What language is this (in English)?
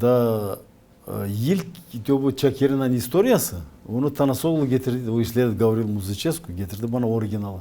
Gagauz